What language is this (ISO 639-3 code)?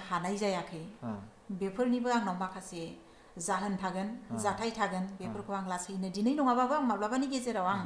brx